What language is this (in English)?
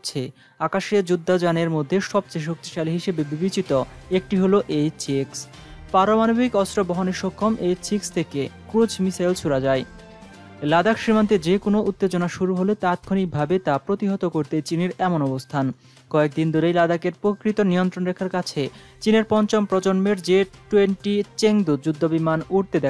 Bangla